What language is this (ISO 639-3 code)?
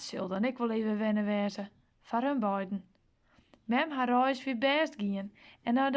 fry